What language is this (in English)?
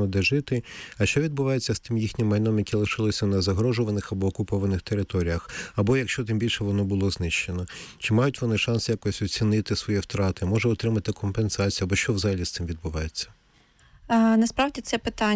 Ukrainian